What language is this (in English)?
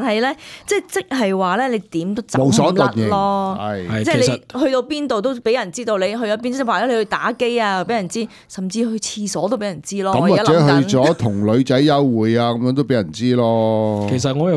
Cantonese